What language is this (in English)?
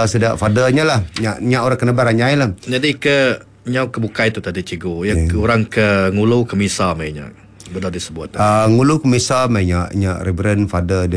Iban